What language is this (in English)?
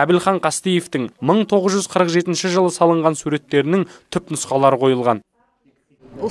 Kazakh